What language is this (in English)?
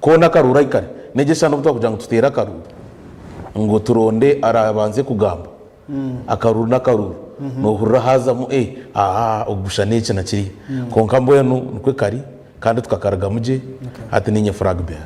Nyankole